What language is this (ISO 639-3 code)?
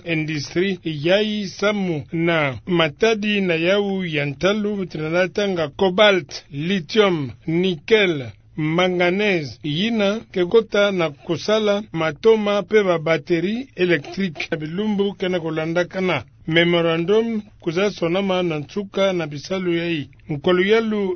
ktu